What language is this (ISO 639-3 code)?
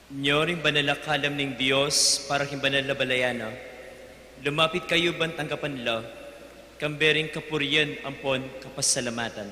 pam